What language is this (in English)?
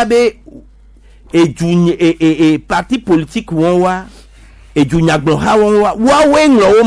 Gen